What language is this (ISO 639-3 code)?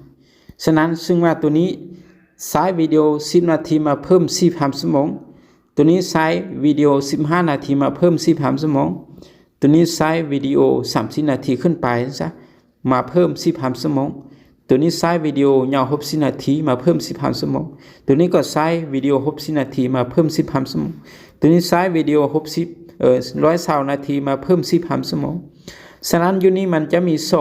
lao